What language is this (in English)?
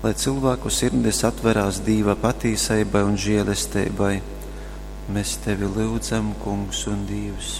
Latgalian